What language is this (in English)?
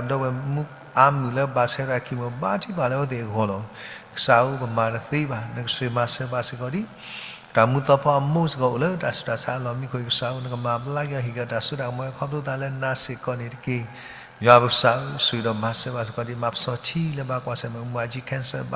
S'gaw Karen